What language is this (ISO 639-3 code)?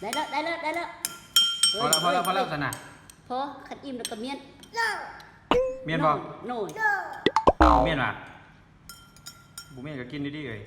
lao